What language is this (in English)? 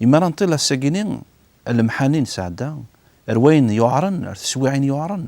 Kabyle